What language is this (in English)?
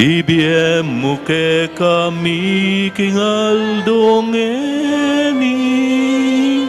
Pampanga